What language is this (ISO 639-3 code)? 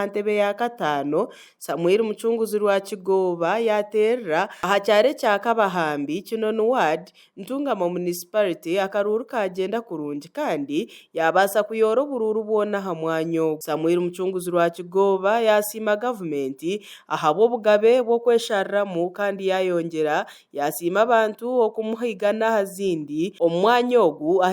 nyn